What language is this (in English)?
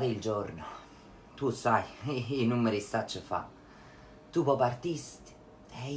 Neapolitan